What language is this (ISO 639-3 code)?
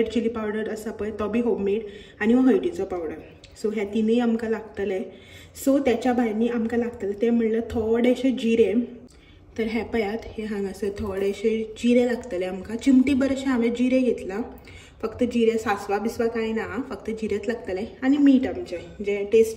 kok